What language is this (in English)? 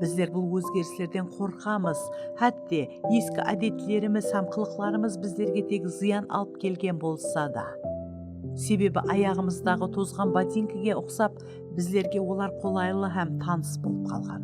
Kara-Kalpak